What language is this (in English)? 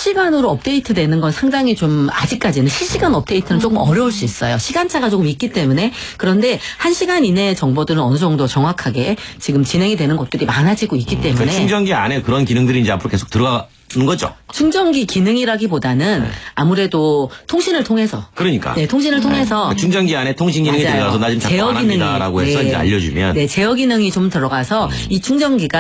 Korean